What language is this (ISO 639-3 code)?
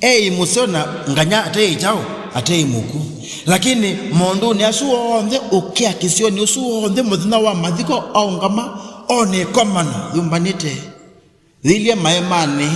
kam